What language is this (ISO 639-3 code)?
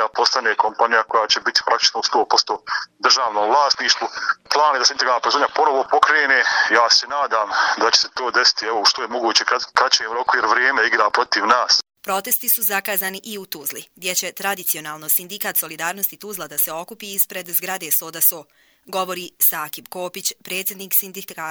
hrv